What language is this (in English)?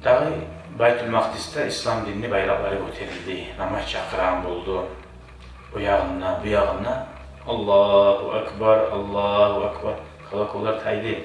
Kumyk